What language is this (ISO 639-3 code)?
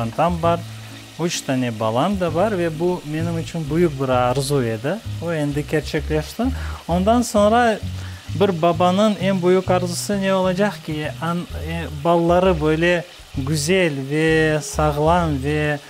crh